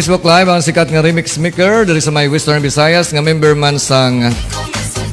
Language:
Hiligaynon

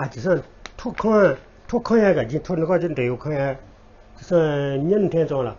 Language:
Newari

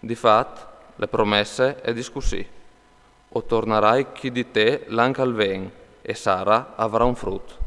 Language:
Friulian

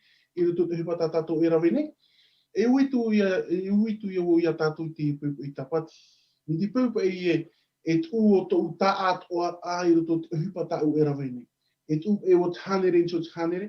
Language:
Tahitian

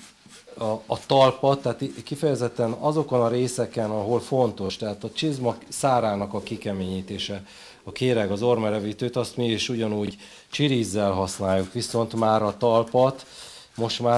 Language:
Hungarian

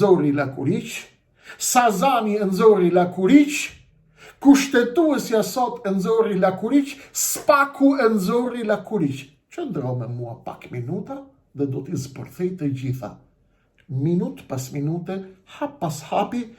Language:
Albanian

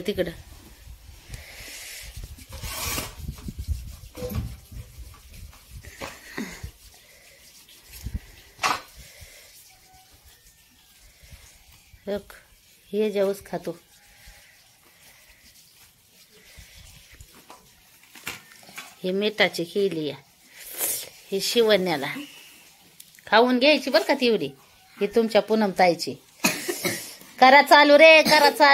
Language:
Marathi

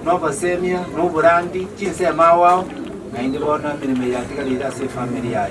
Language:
Gusii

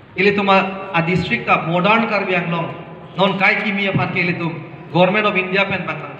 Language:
Karbi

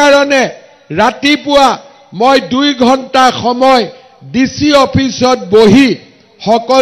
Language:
Assamese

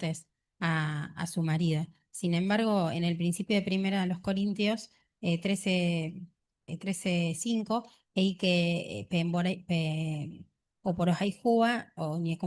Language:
Guarani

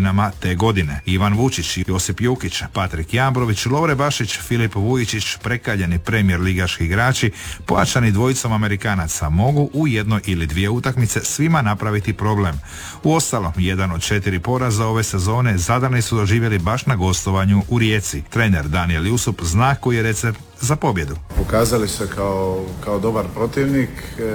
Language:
Croatian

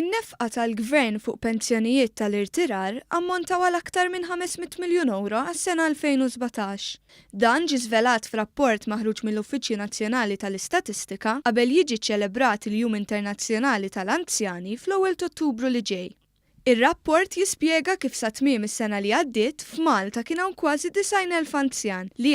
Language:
Maltese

